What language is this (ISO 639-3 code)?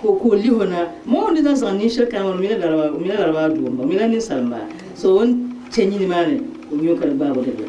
dag